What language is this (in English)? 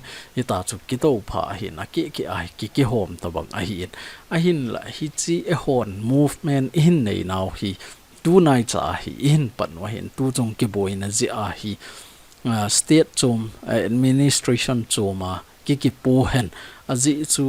Thado Chin